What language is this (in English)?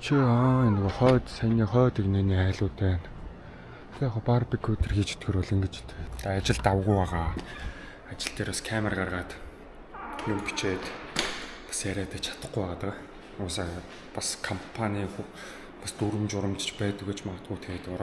Mongolian